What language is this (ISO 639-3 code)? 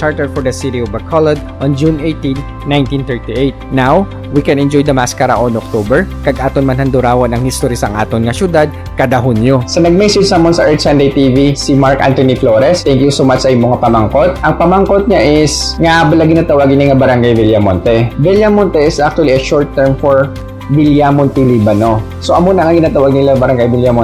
hil